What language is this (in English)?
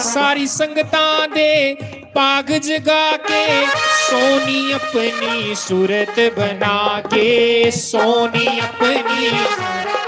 Dogri